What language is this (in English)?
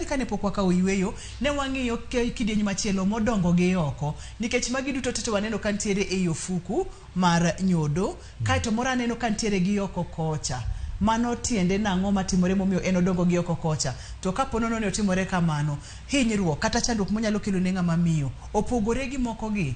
Luo (Kenya and Tanzania)